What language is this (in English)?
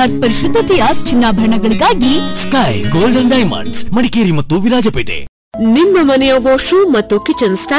Kannada